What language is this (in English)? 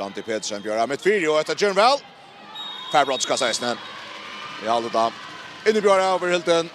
Faroese